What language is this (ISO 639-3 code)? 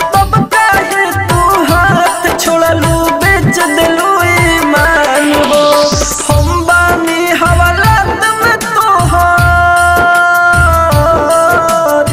bho